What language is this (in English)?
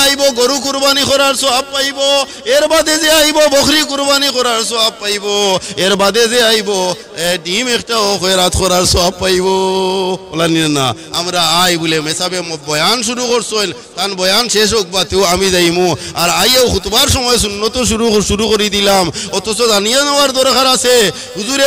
Sylheti